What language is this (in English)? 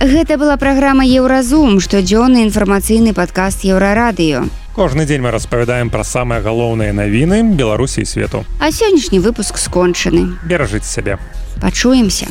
Belarusian